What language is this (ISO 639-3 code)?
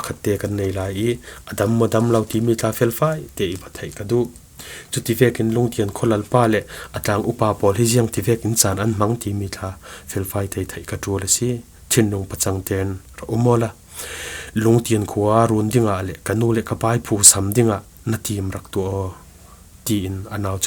cfm